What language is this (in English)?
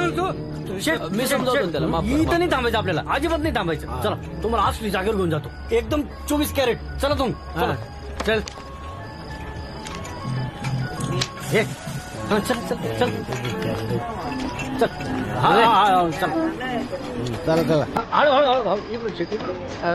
Marathi